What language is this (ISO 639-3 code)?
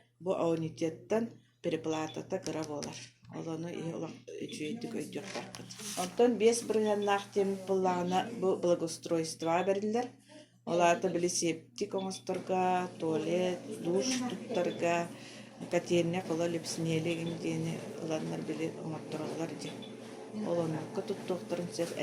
sah